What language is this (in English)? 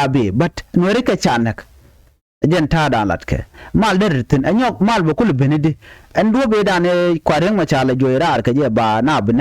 Nuer